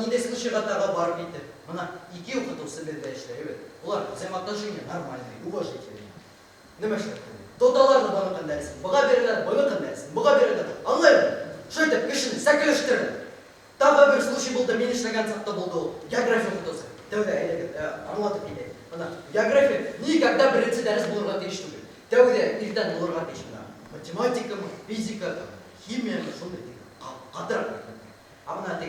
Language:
Bashkir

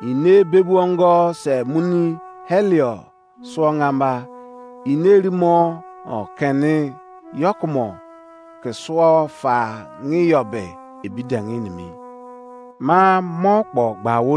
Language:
Izon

